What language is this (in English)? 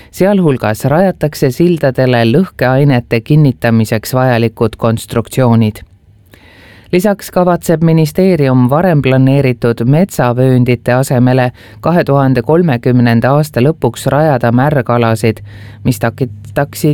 Estonian